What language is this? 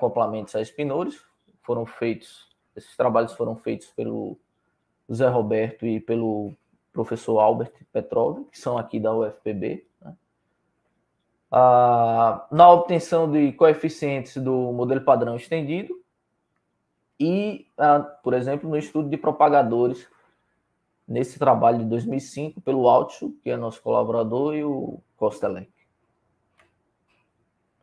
Portuguese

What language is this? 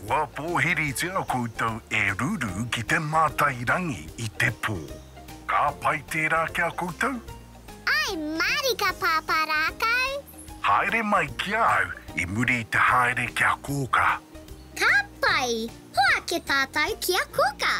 Māori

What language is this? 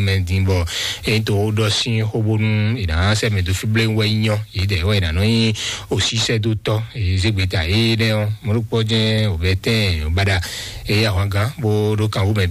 Fon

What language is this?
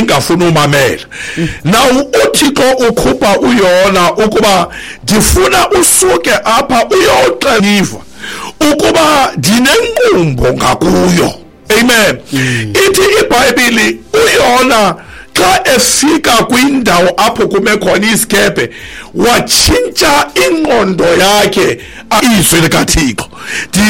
Xhosa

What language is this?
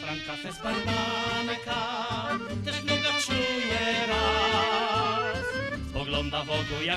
Polish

